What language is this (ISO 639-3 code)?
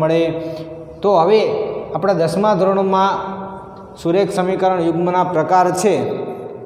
guj